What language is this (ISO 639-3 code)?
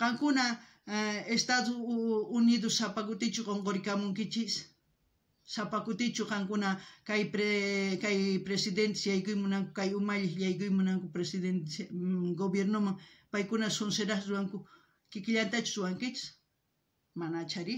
quh